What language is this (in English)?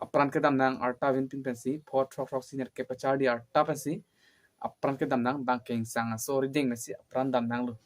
Karbi